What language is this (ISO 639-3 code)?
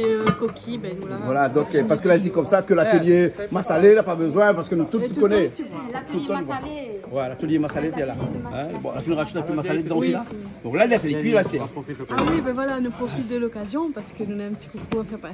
rcf